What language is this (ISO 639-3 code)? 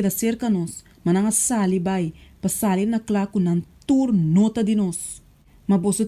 pap